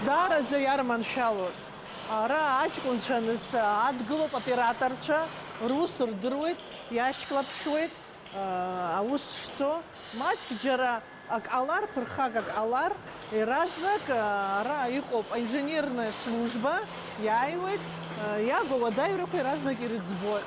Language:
Abkhazian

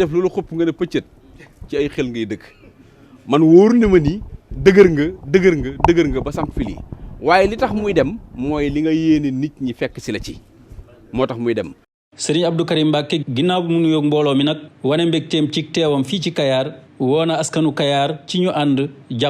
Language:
Wolof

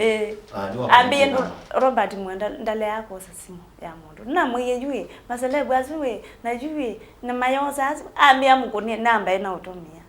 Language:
Kamba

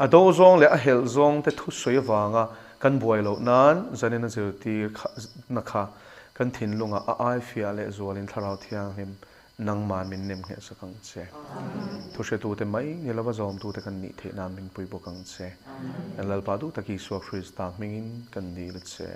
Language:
Mizo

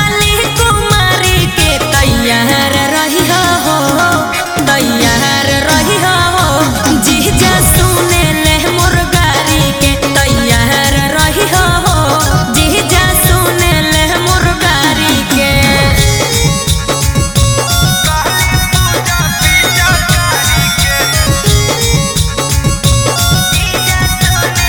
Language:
Bhojpuri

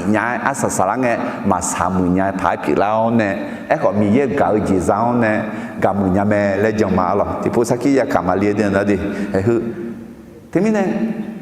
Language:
Akha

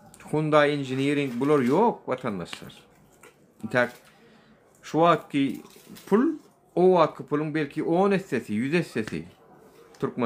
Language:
Turkmen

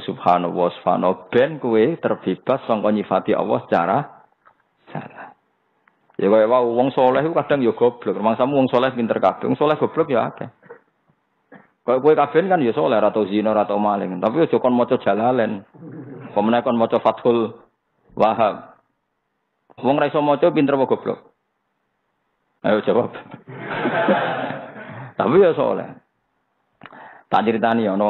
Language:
Javanese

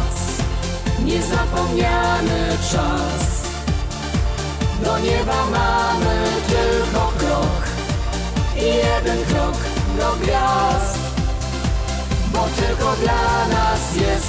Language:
Polish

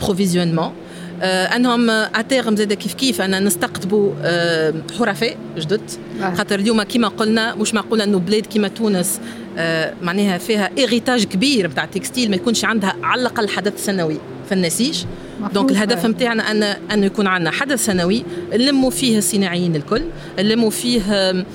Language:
Tunisian Arabic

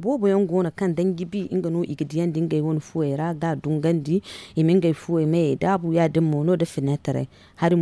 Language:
Zarma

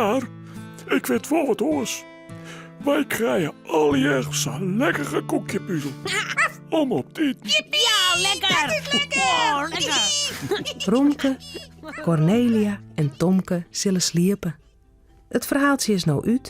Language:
Western Frisian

